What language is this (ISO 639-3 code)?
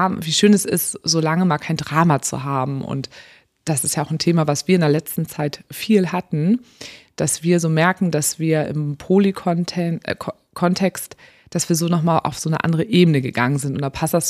deu